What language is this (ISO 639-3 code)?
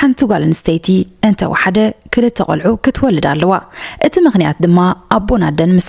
tir